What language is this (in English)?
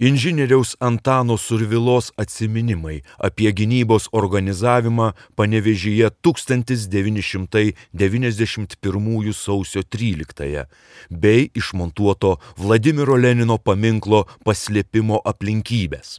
Lithuanian